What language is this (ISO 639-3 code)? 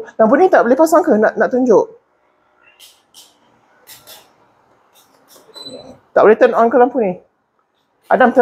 msa